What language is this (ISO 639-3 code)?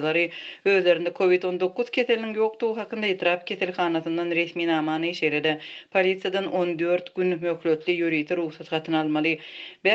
tuk